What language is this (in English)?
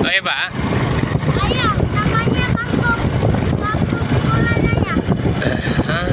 Achinese